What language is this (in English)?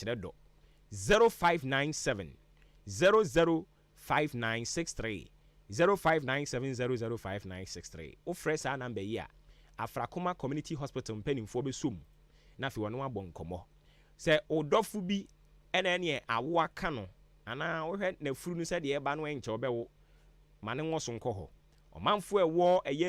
Akan